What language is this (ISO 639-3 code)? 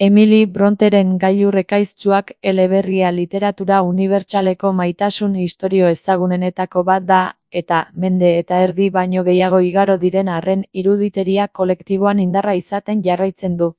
eus